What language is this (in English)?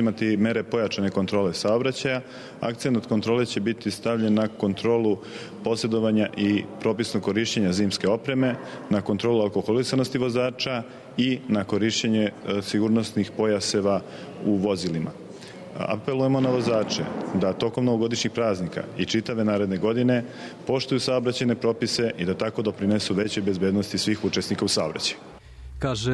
Serbian